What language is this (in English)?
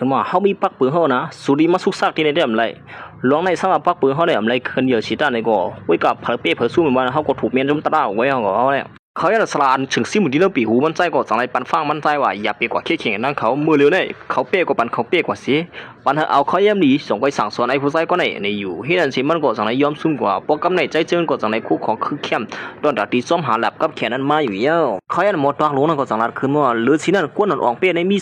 Shan